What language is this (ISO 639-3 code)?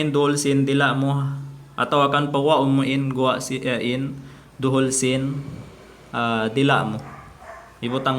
tsg